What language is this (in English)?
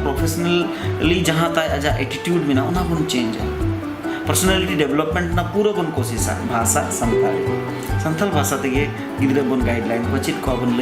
Santali